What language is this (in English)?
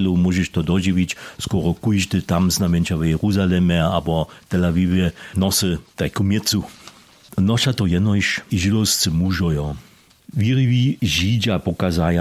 Upper Sorbian